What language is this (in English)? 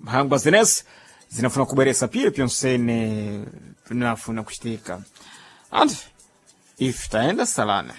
Sena